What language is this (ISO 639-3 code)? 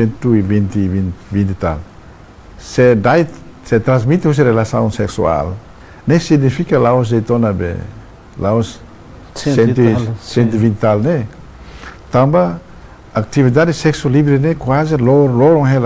tet